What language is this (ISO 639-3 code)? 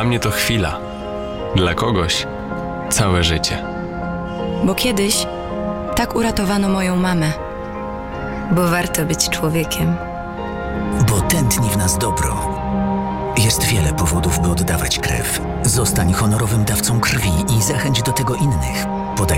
pol